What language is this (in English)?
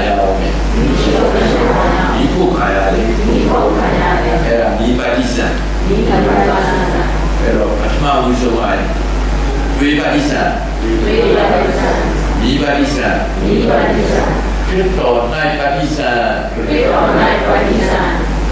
Burmese